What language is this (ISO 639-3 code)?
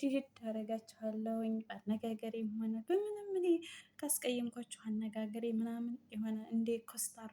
amh